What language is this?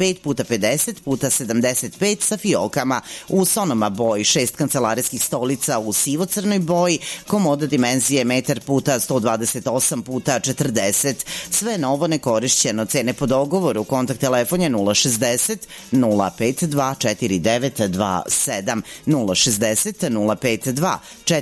Serbian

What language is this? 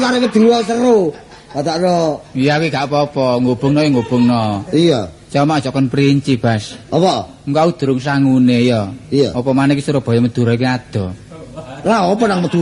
Javanese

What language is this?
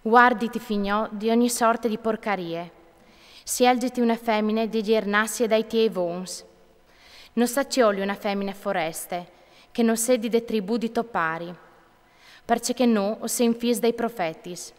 Friulian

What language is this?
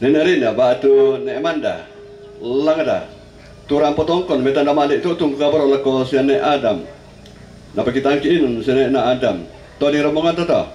Toraja-Sa'dan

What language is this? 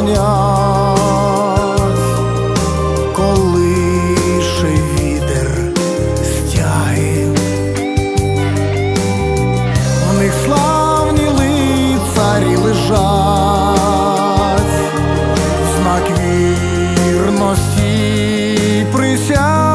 Ukrainian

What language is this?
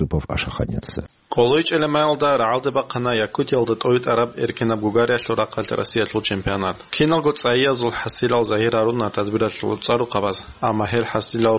Avaric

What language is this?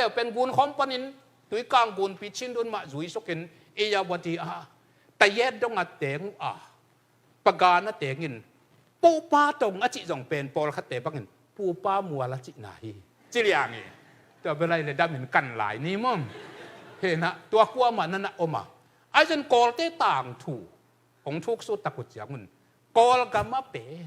Tedim Chin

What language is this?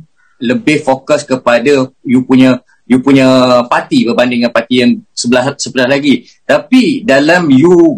Malay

